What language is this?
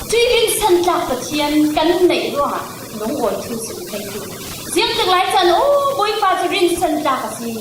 Falam Chin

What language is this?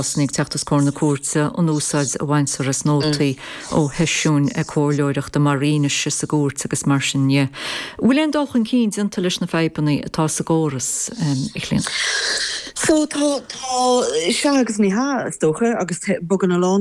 Irish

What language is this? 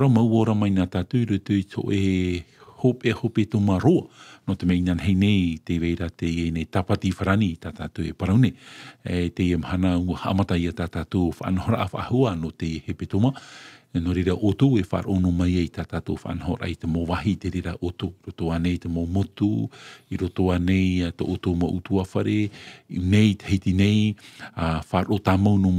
Tahitian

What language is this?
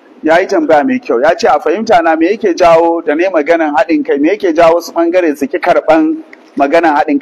Hausa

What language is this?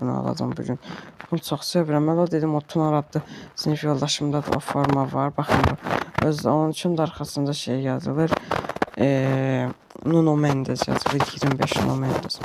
Azerbaijani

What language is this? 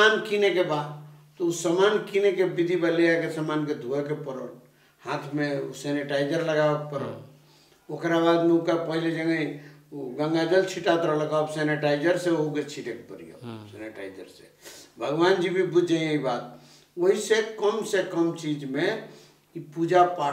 Bhojpuri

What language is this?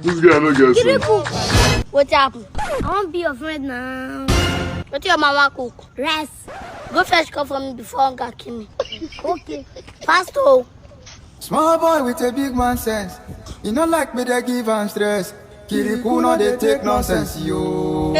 Nigerian Pidgin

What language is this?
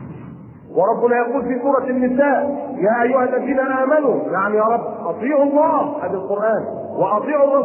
Arabic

